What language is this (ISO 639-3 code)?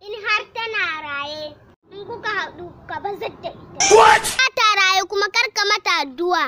hau